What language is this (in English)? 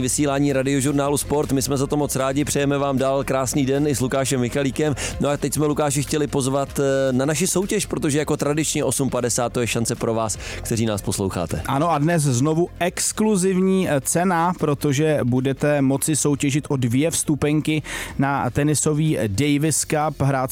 Czech